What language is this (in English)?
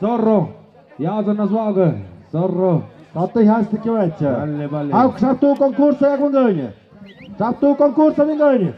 Tlahuitoltepec Mixe